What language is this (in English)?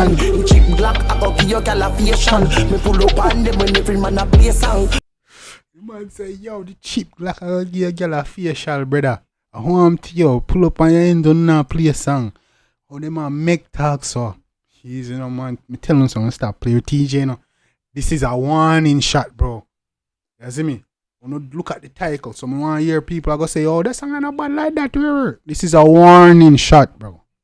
Jamaican Creole English